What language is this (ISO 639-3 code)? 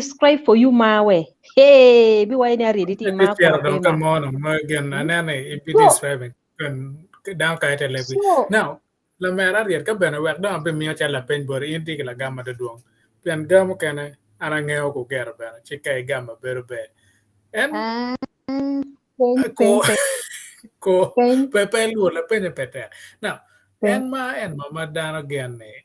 ach